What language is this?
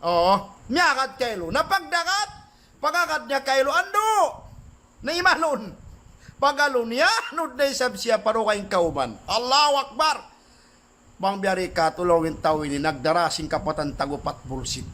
Tausug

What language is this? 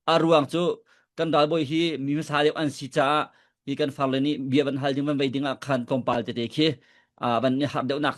Hakha Chin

